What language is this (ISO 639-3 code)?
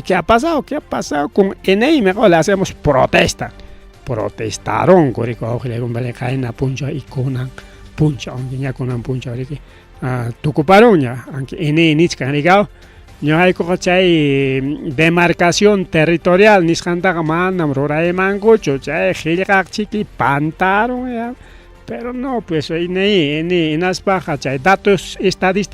quy